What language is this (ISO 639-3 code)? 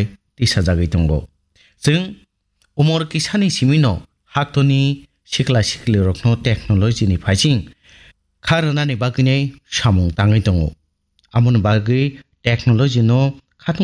trp